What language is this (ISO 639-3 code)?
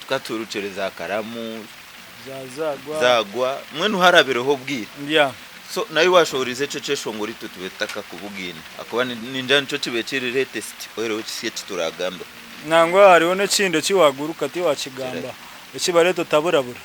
nyn